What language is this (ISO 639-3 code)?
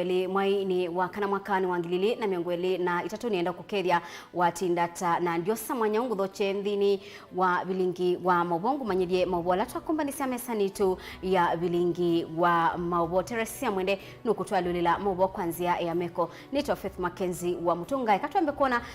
kam